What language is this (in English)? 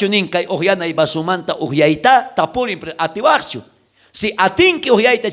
South Bolivian Quechua